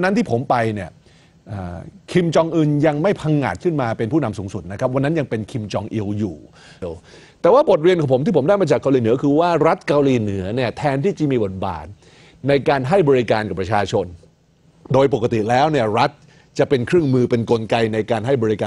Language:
Thai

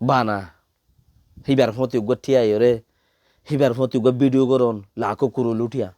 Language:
Rohingya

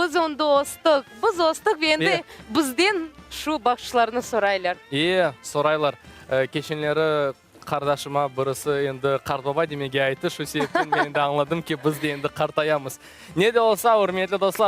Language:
Crimean Tatar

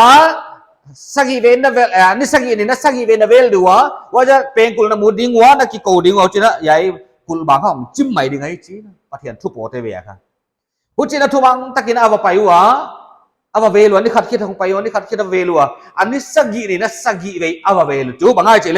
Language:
Paite Chin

